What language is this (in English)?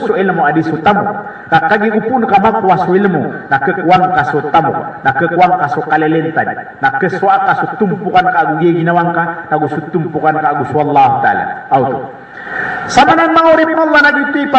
Maranao